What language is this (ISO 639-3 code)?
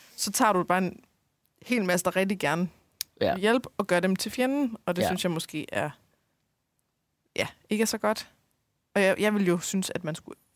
dan